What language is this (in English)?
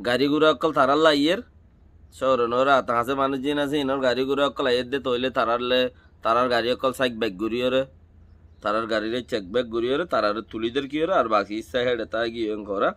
Rohingya